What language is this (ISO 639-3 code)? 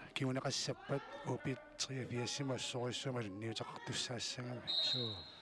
kal